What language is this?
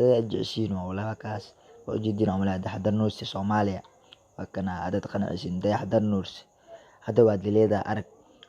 Somali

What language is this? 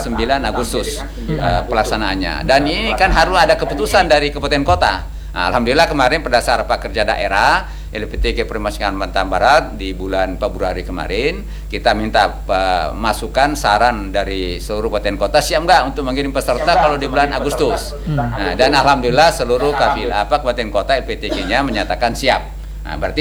Indonesian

